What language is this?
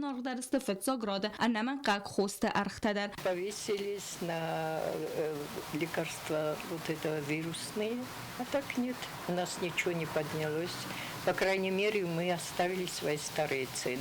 Ossetic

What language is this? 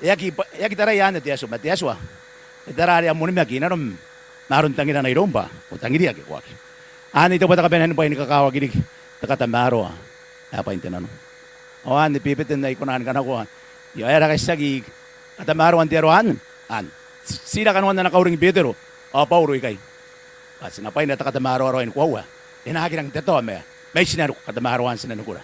Gilbertese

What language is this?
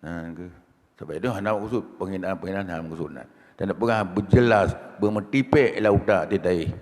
Achinese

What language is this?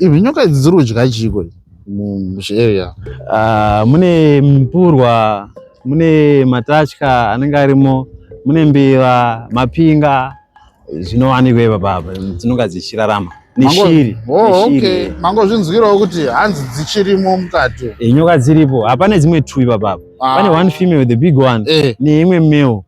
Shona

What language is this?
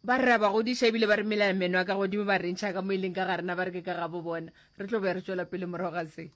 Northern Sotho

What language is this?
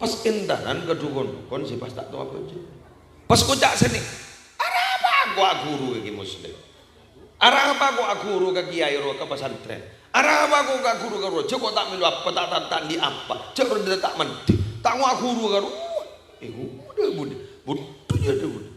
Madurese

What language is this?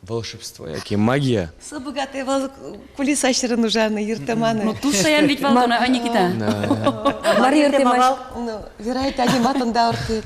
Udmurt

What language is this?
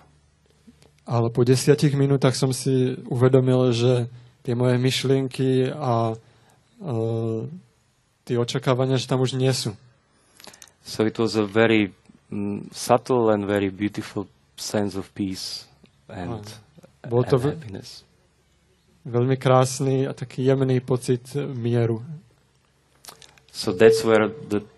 Slovak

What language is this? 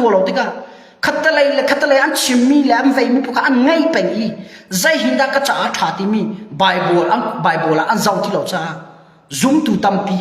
Hakha Chin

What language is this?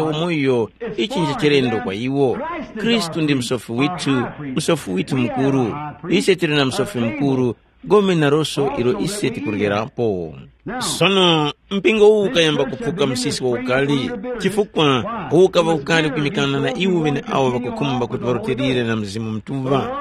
Tumbuka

